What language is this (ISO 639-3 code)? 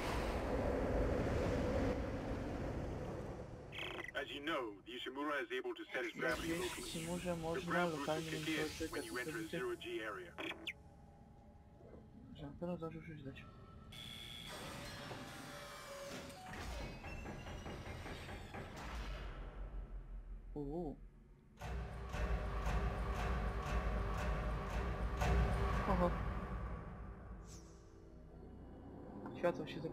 pol